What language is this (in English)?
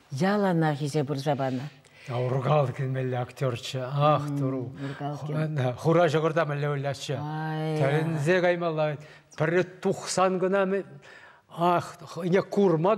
Chuvash